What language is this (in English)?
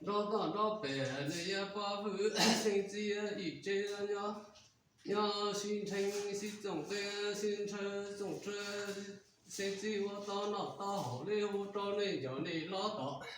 Hmong